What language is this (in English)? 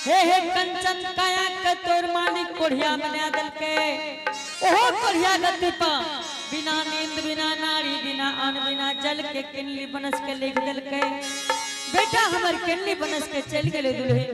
Angika